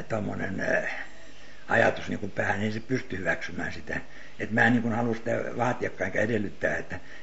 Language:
Finnish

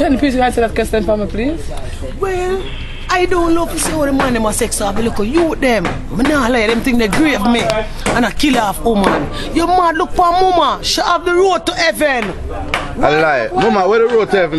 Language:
Jamaican Creole English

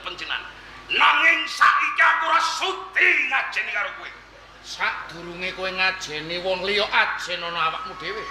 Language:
Javanese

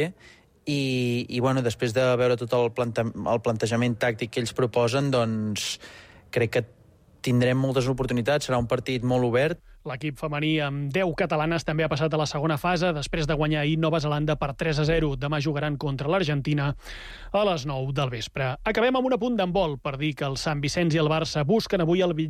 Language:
Catalan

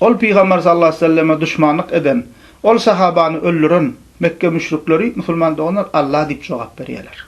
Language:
Turkmen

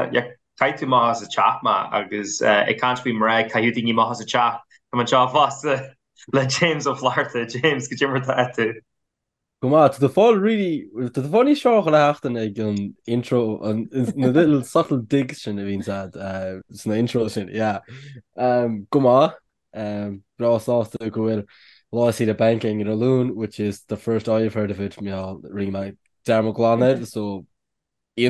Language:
Irish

